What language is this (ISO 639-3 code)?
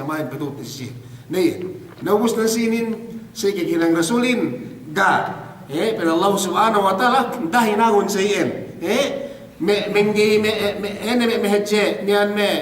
yka